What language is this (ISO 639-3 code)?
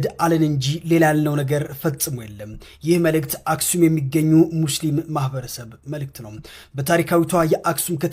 amh